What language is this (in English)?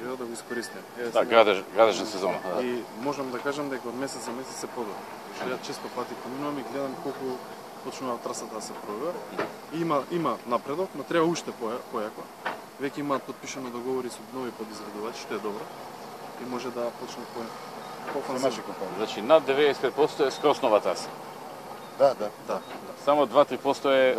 Macedonian